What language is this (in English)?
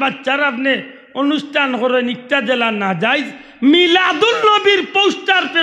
Sylheti